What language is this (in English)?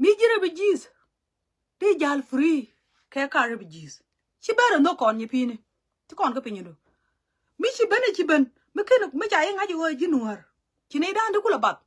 Nuer